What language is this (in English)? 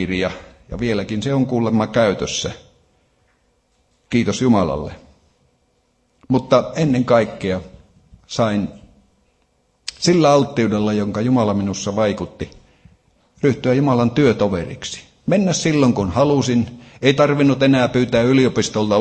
Finnish